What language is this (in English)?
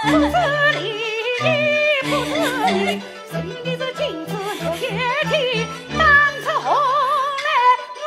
Chinese